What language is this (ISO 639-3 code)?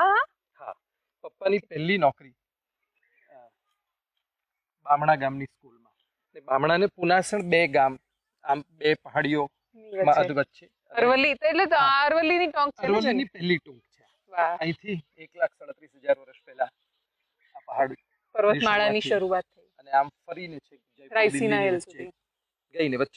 guj